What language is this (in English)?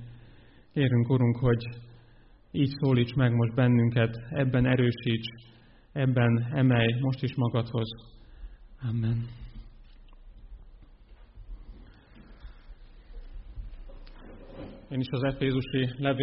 Hungarian